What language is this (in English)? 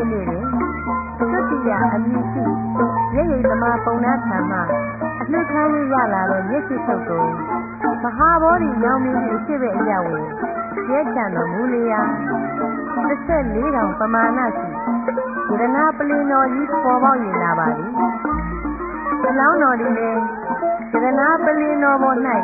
Burmese